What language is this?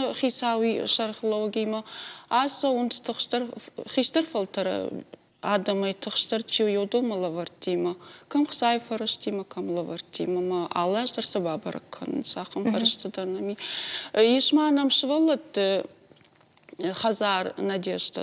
Ossetic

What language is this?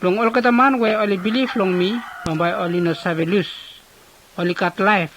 Bislama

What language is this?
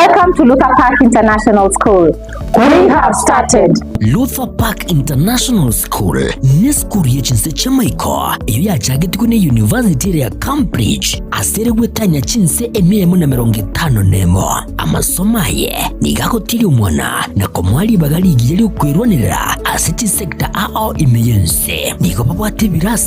Gusii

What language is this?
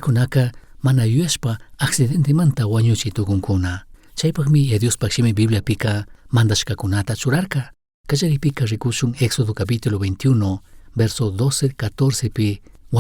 Chimborazo Highland Quichua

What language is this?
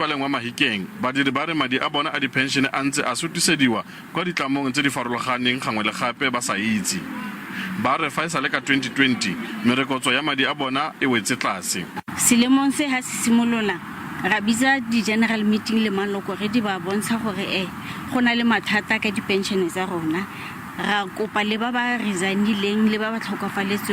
Tswana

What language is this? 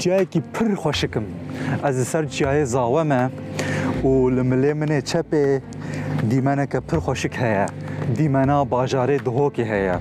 Kurdish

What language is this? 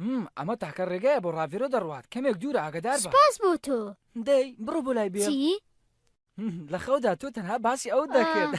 Central Kurdish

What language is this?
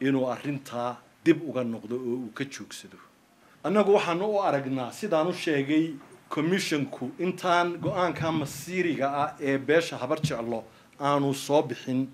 Somali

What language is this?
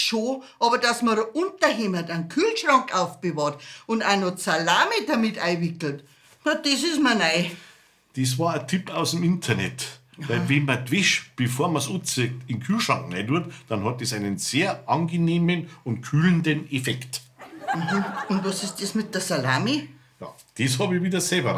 Bavarian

